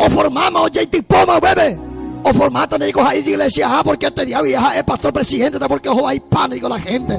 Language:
Guarani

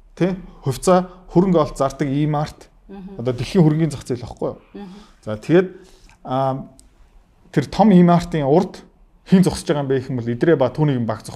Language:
Mongolian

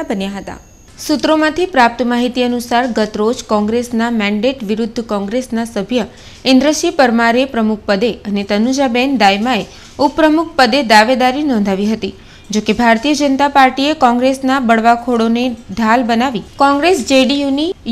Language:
Gujarati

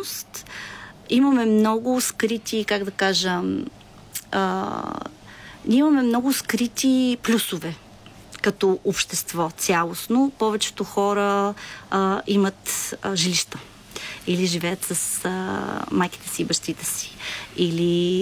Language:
Bulgarian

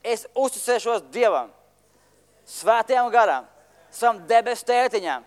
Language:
Latvian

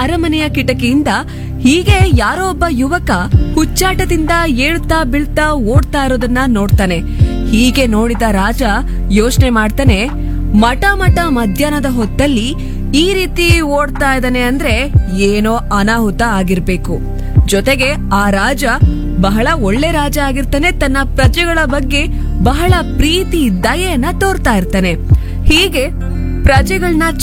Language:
Kannada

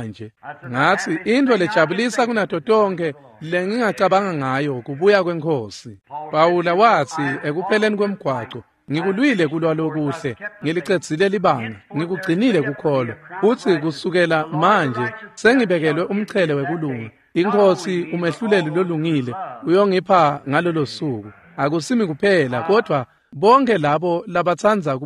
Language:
Swati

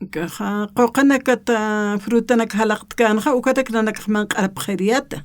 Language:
Aymara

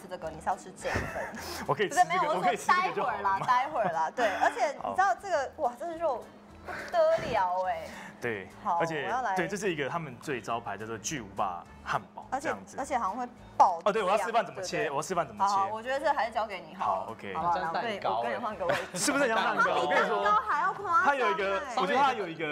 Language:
Chinese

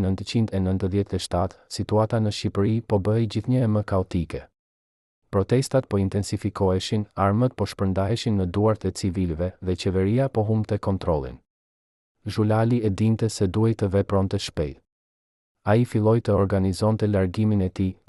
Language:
Albanian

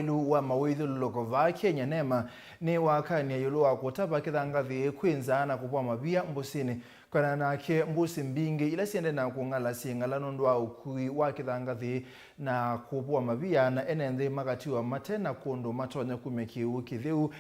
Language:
Kamba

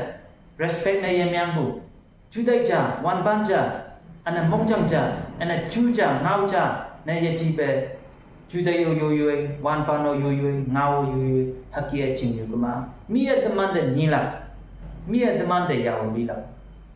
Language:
Konyak Naga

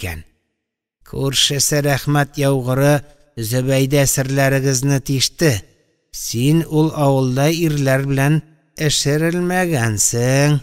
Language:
Tatar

